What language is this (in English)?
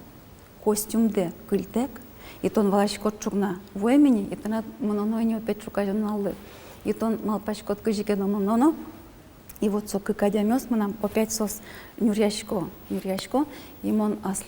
Udmurt